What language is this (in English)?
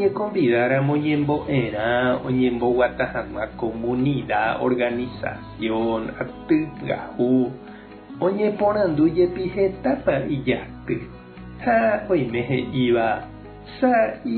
Guarani